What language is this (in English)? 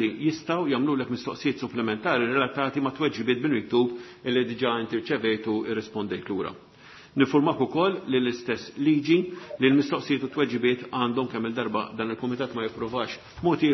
Maltese